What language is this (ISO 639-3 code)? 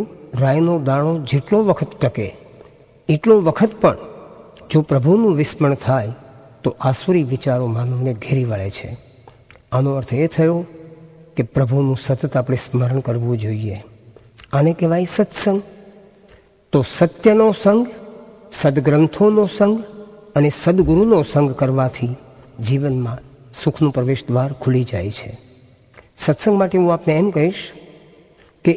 guj